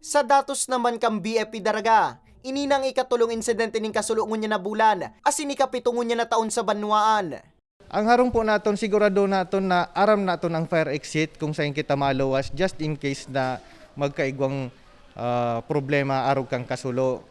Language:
Bikol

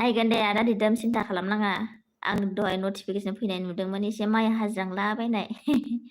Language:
Bodo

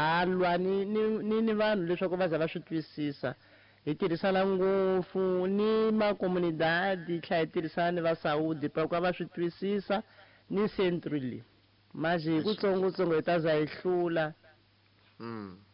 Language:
Tsonga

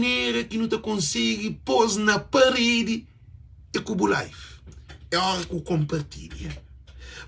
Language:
Kabuverdianu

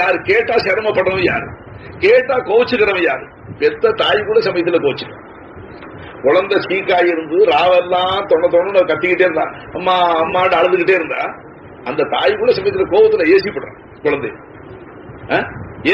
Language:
Tamil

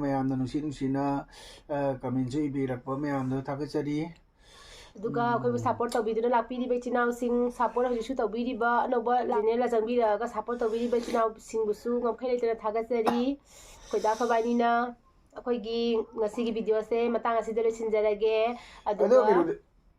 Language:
Manipuri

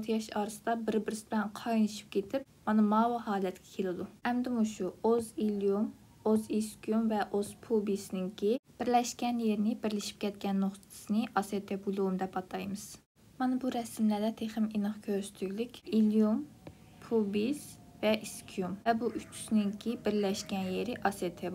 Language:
Uyghur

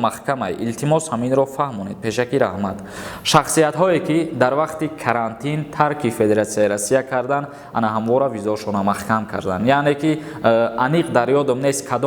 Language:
Tajik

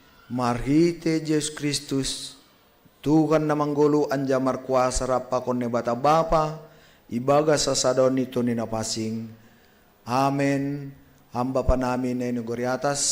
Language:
Batak Simalungun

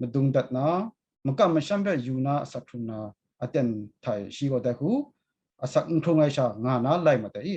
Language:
Kachin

